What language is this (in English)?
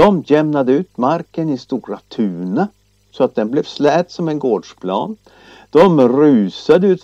Swedish